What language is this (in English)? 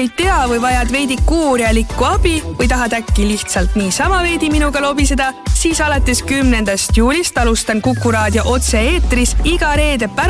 Estonian